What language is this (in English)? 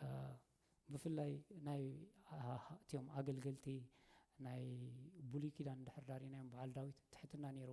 Tigrinya